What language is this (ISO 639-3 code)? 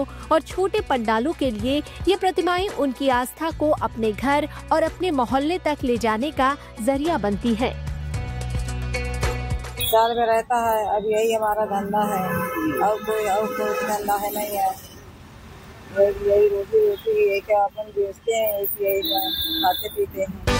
hin